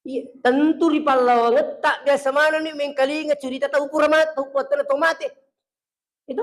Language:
Buginese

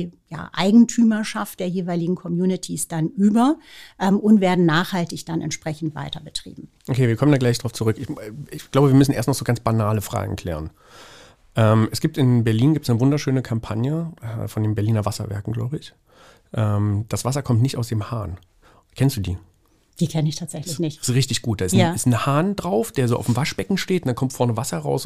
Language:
German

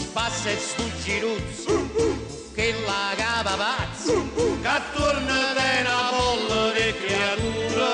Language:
Neapolitan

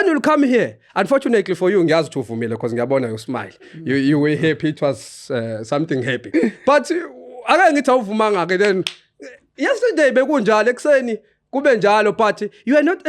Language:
Zulu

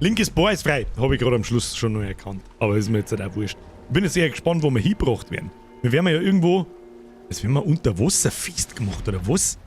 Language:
Bavarian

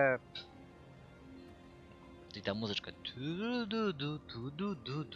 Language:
Polish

